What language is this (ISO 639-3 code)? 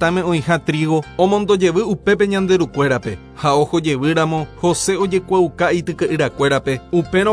grn